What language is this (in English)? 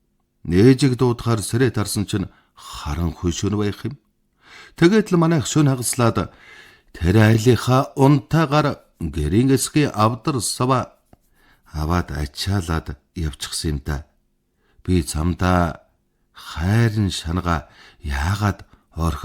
Mongolian